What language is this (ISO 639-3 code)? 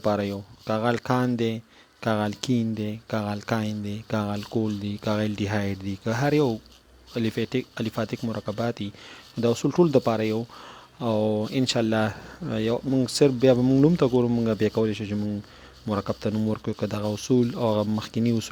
pus